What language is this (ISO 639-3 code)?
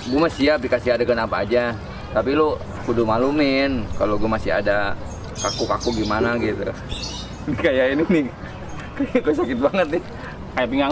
bew